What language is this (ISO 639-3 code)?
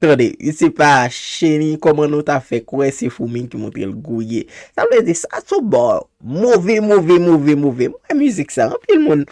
hat